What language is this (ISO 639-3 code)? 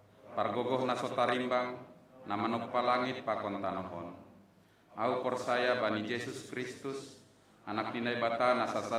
bts